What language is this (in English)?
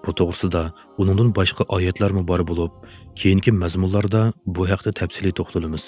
Uyghur